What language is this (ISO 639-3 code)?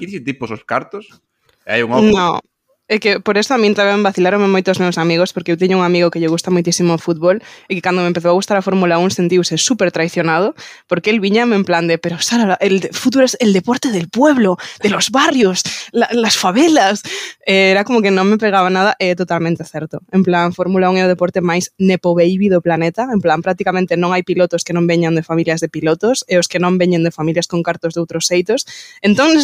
glg